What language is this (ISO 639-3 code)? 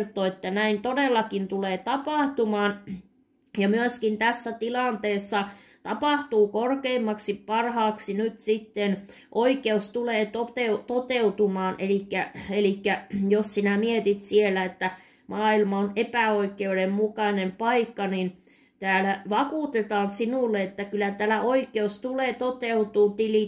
fin